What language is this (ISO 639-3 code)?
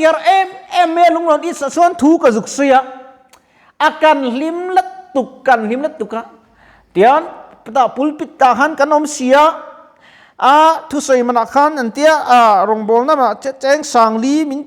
lus